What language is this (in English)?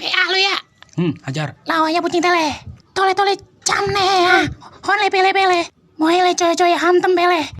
Betawi